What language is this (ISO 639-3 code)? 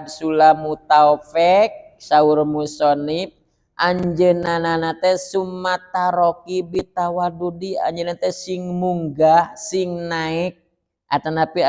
sun